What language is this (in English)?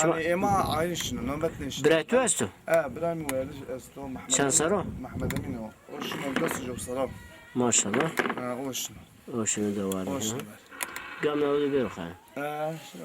Zaza